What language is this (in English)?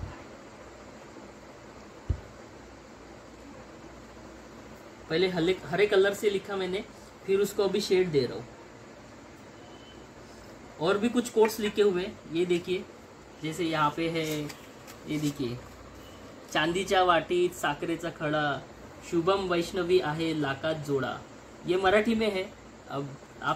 Hindi